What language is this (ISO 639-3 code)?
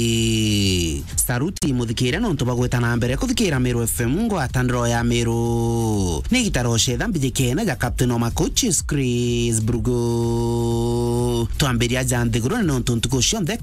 mer